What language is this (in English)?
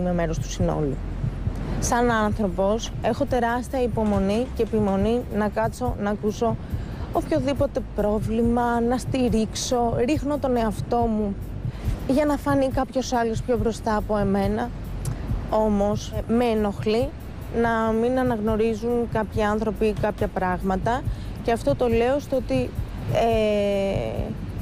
Greek